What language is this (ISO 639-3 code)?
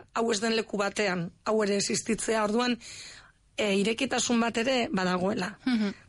eus